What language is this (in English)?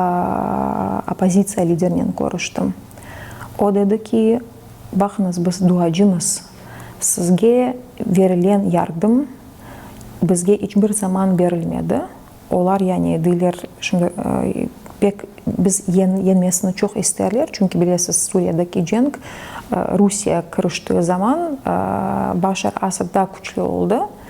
Crimean Tatar